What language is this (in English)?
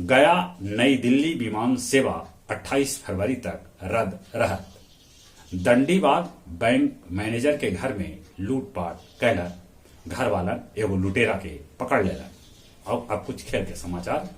Magahi